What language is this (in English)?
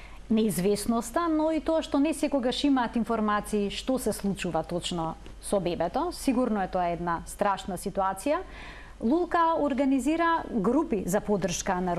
Macedonian